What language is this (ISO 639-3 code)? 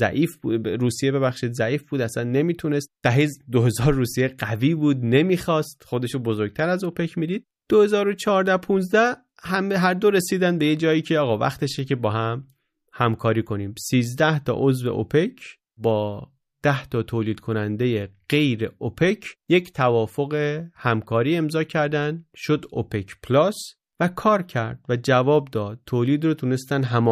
fas